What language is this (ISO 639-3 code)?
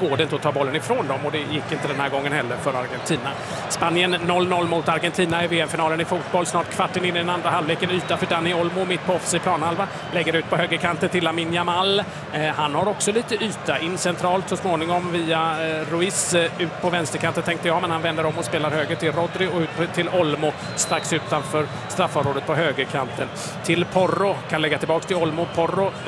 swe